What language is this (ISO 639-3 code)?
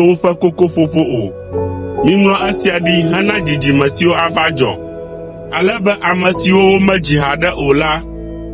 ewe